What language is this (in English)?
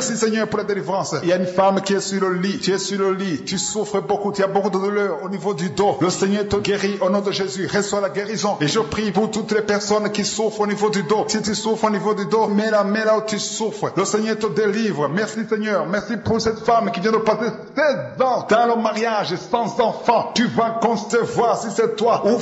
French